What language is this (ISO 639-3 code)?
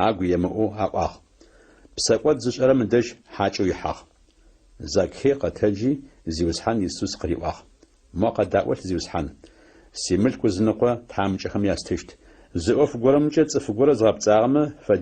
ady